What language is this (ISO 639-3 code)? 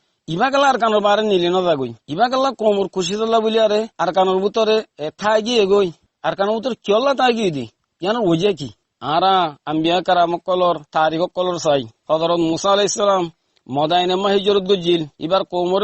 rhg